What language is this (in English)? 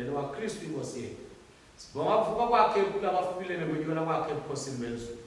Swati